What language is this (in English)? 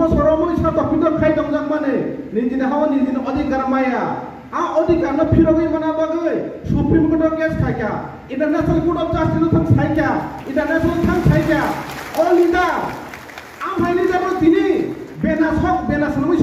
Riang (India)